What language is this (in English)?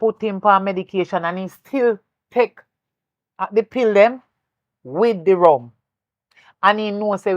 Jamaican Creole English